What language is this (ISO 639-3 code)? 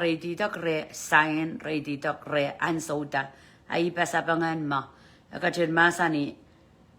pon